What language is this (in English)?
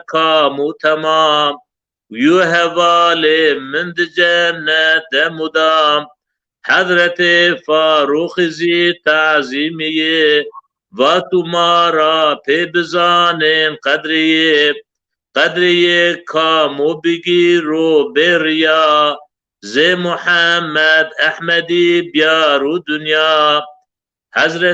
Zaza